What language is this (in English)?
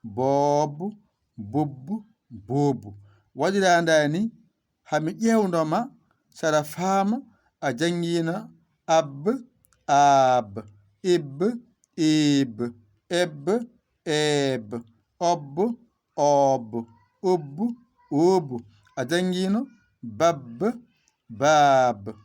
Fula